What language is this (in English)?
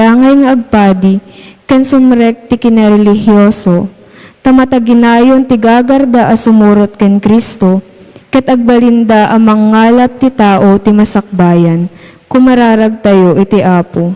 Iloko